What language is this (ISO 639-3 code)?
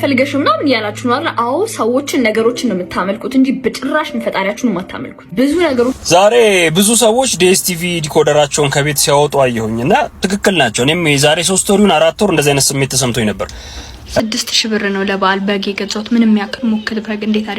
amh